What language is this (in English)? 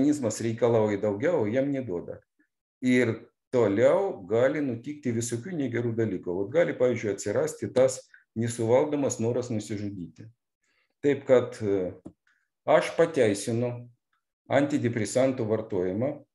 Lithuanian